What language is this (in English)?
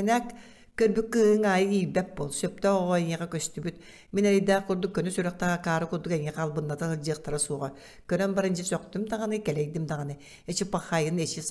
Yakut